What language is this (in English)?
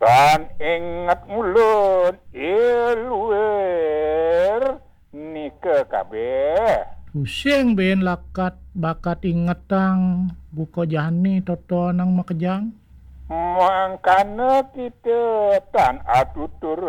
Balinese